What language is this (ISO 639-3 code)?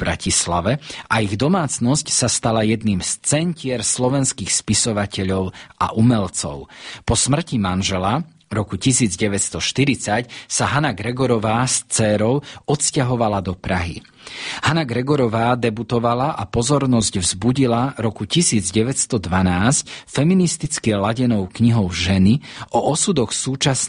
slk